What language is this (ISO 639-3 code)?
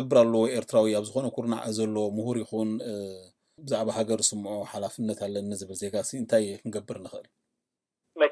tir